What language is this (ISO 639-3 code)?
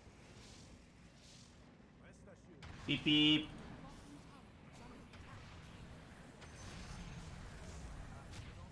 tur